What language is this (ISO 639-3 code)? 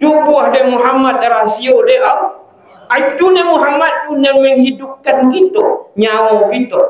min